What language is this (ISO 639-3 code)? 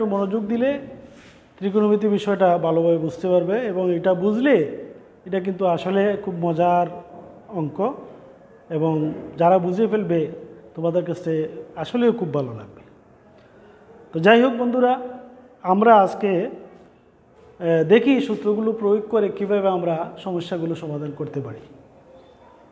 ben